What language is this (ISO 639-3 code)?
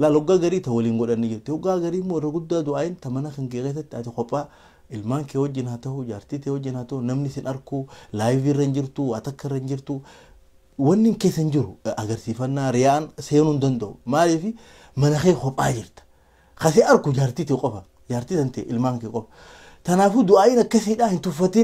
orm